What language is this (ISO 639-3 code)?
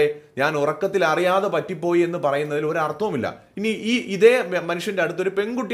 mal